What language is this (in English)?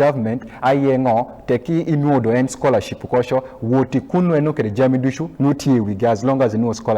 Acoli